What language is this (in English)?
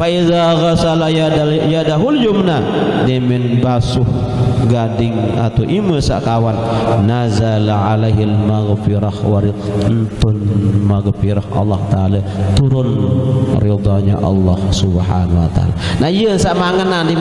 Sasak